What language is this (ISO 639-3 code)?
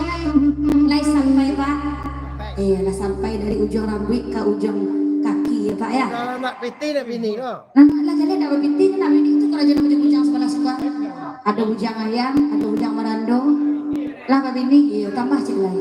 min